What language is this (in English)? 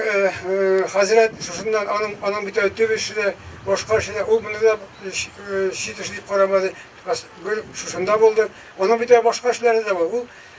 Tatar